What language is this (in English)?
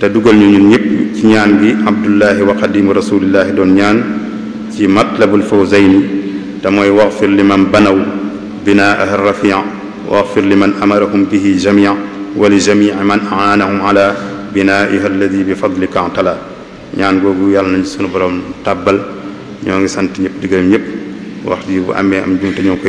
Wolof